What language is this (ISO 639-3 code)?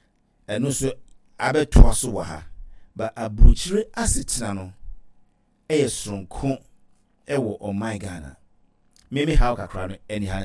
aka